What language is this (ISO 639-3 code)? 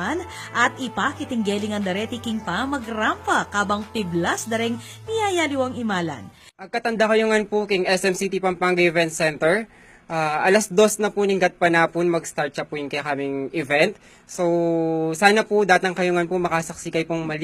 pam